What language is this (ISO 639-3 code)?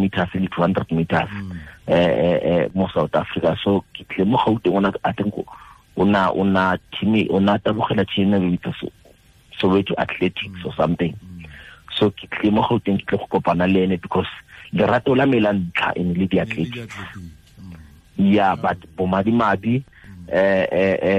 tsn